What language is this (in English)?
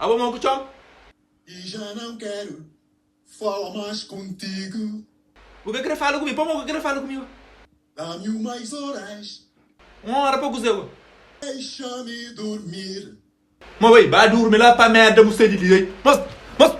Kabuverdianu